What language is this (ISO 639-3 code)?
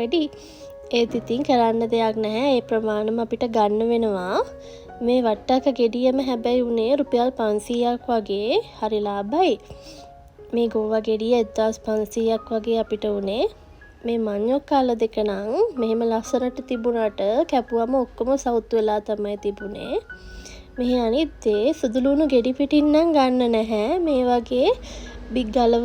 sin